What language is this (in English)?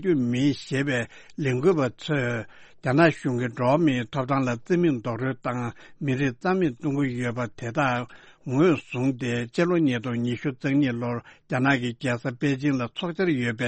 Tibetan